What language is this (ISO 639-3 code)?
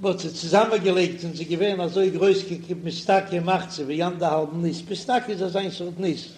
yid